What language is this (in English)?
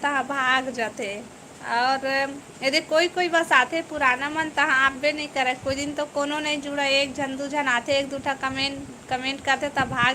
Chhattisgarhi